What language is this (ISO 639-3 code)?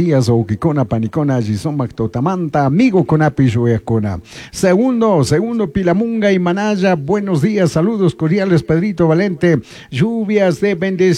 qug